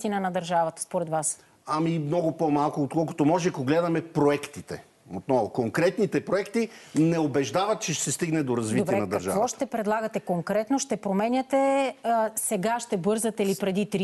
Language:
Bulgarian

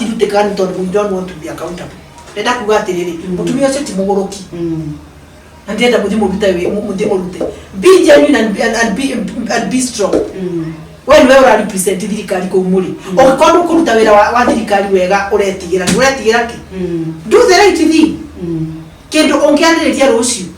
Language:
Kikuyu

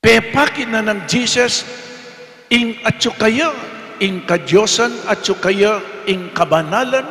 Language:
Pampanga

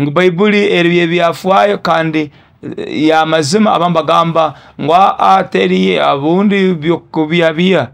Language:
Nyoro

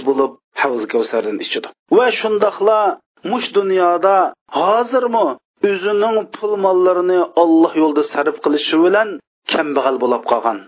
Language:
Uyghur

